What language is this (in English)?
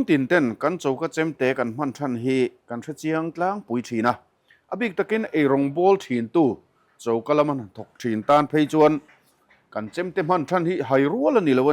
Mizo